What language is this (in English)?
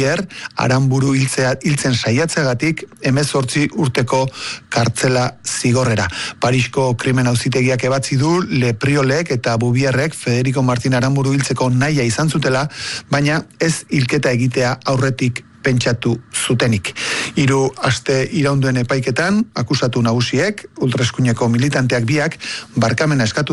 Basque